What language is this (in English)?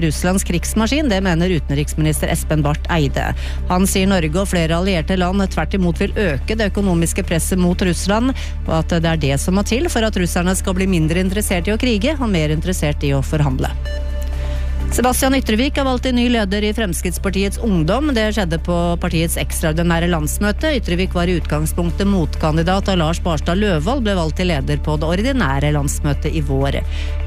Norwegian